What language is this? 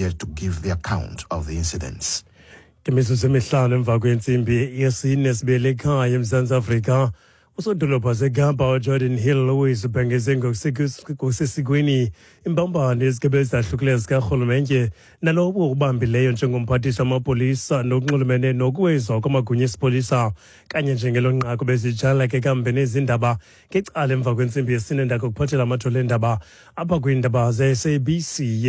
Xhosa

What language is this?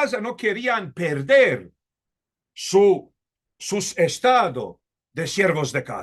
Ladino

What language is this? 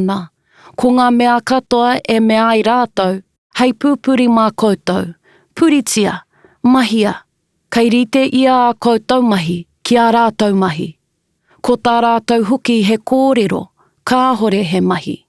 Māori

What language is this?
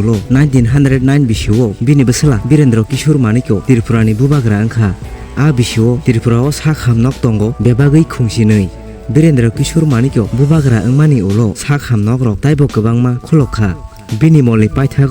Kok Borok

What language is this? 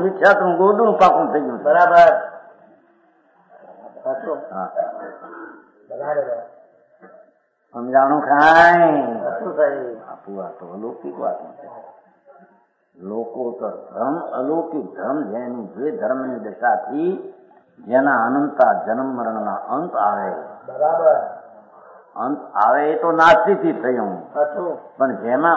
Gujarati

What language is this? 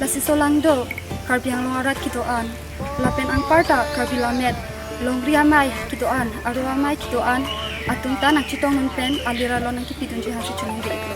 Karbi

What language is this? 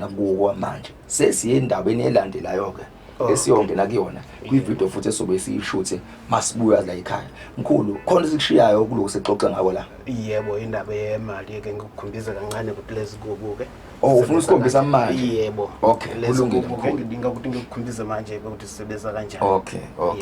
Zulu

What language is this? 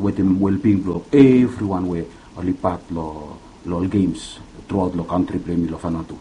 Bislama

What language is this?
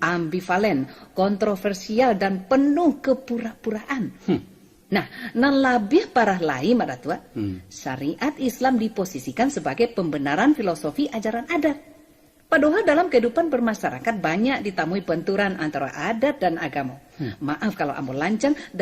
Minangkabau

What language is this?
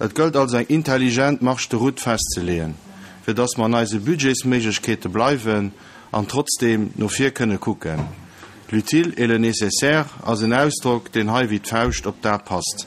Luxembourgish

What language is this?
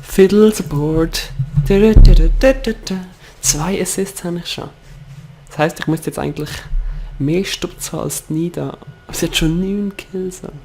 Swiss German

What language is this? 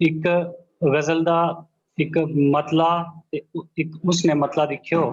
Dogri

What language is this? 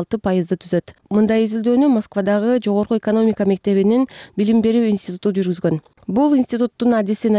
Kyrgyz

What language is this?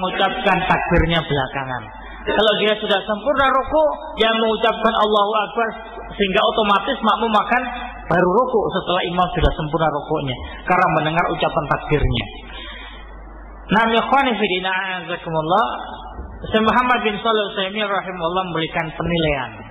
Indonesian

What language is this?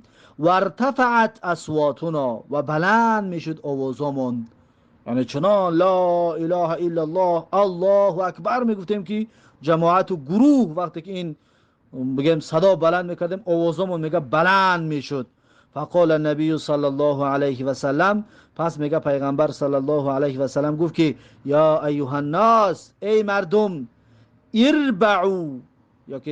Tajik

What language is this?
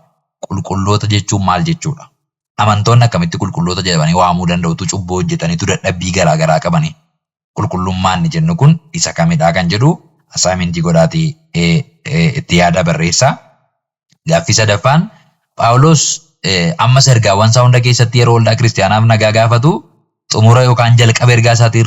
Oromo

